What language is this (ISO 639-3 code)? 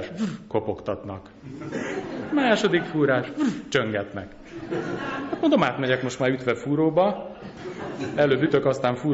hun